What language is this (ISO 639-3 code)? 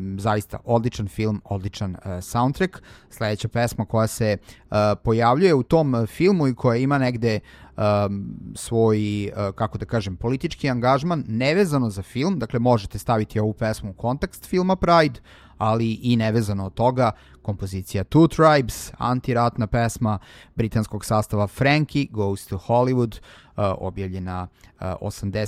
srp